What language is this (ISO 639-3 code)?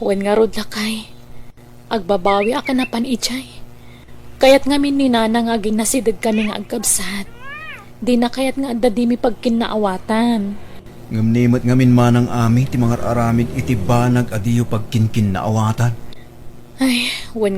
ilo